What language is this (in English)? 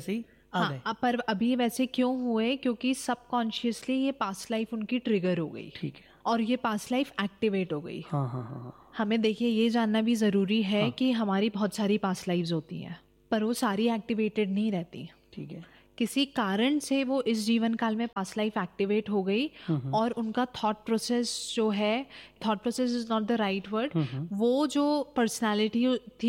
Hindi